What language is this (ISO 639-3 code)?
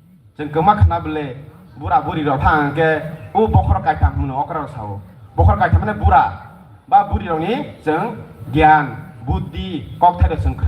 trp